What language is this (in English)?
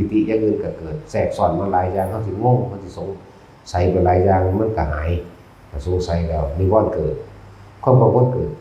Northeastern Thai